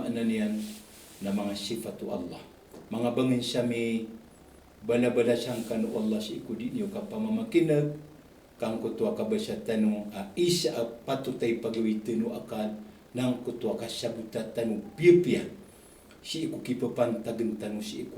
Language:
Maranao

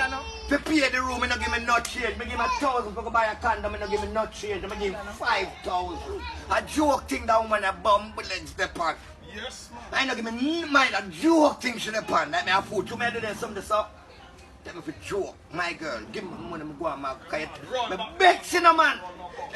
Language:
Jamaican Creole English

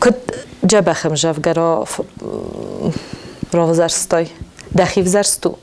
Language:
Ossetic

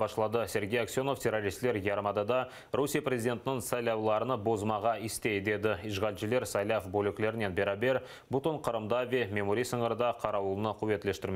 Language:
Crimean Tatar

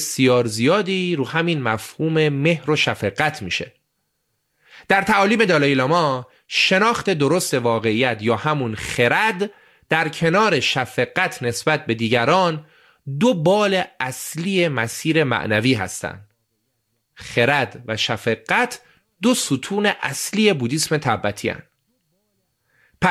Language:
Persian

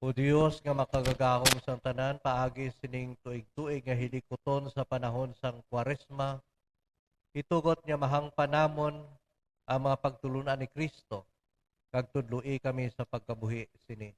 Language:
Hiligaynon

